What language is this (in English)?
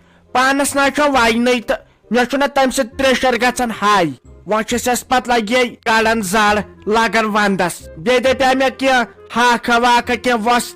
Kashmiri